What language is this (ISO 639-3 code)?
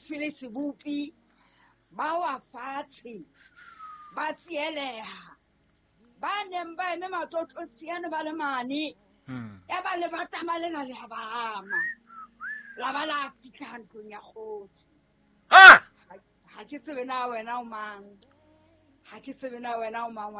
sot